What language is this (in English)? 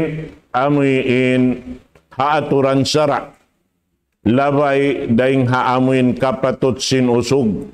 Tausug